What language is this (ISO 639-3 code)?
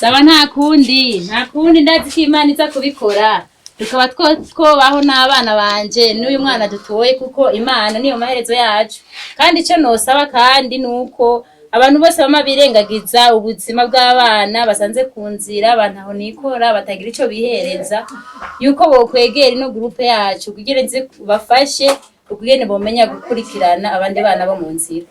run